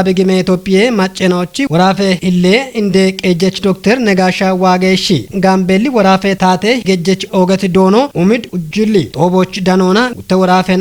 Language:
Kafa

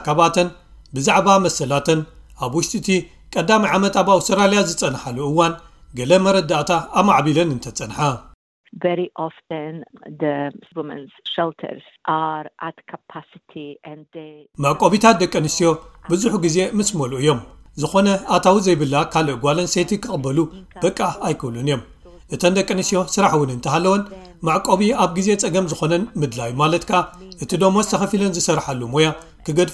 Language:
Tigrinya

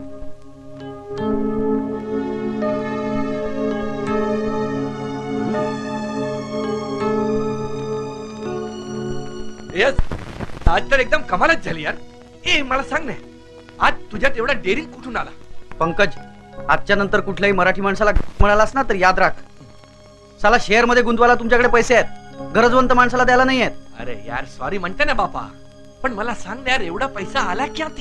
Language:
Marathi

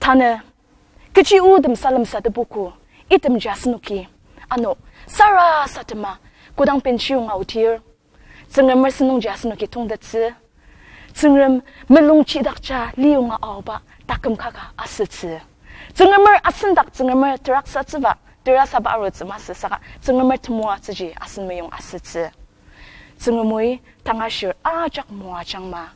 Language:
Ao Naga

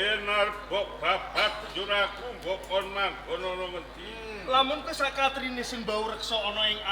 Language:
Javanese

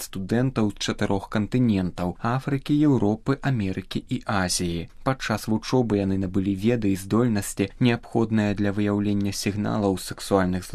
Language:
Belarusian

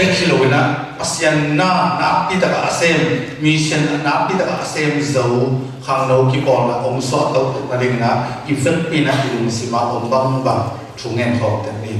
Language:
Tedim Chin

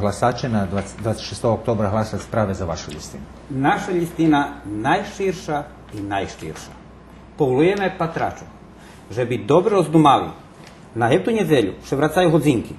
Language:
Rusyn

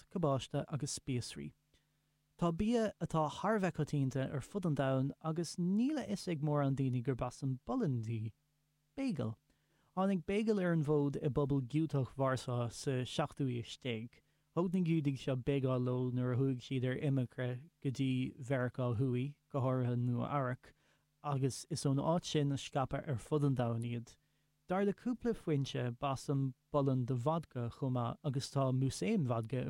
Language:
Irish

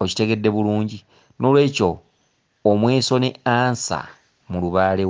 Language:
Ganda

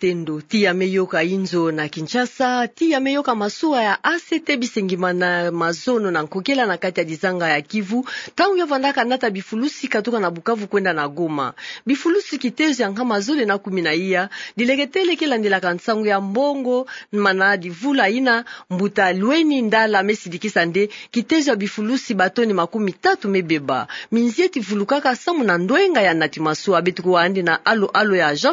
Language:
Kituba (Democratic Republic of Congo)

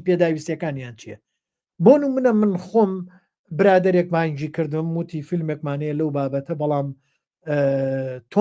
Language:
Central Kurdish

